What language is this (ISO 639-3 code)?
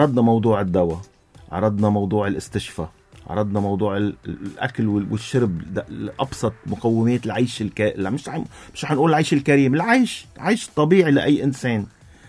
apc